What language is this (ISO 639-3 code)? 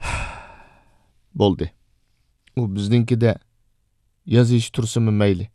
uig